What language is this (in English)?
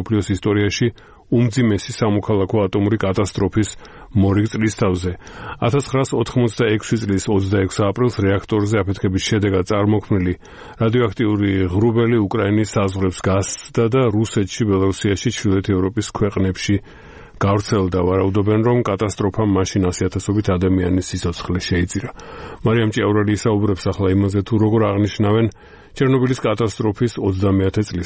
Georgian